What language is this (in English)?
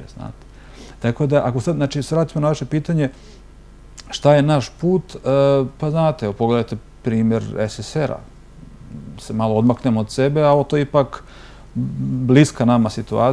Bosnian